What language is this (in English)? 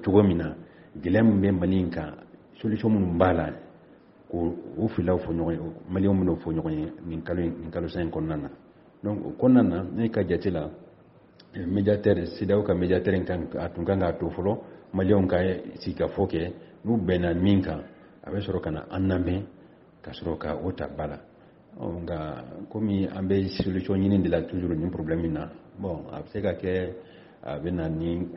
Bambara